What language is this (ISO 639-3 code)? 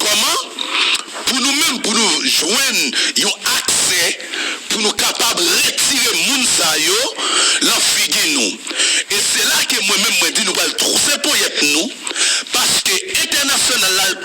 hat